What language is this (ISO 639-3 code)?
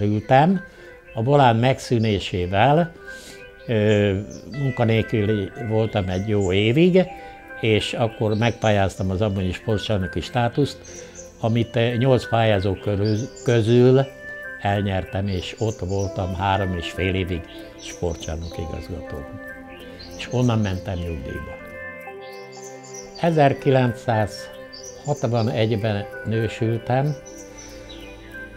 hun